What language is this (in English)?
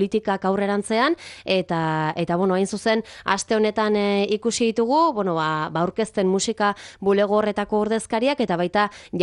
Basque